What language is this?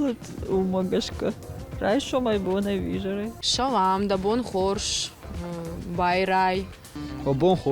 Ossetic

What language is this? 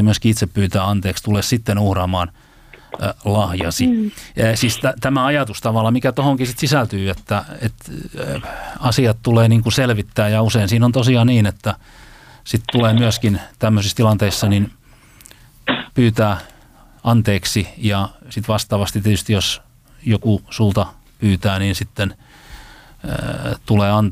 Finnish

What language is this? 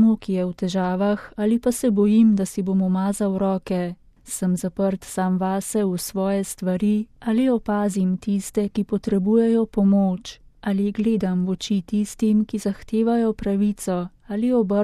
Slovenian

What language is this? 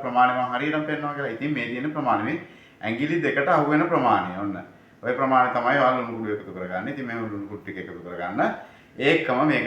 Sinhala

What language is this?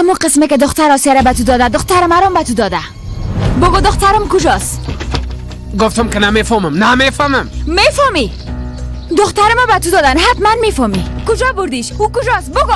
Persian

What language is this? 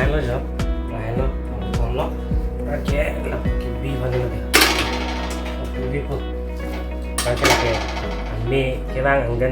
Karbi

